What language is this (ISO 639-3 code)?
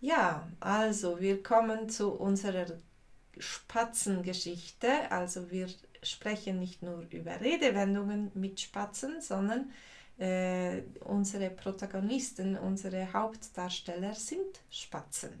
gsw